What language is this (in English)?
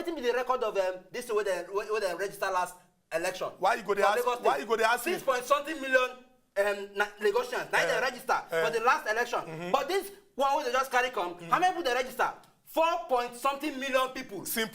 Nigerian Pidgin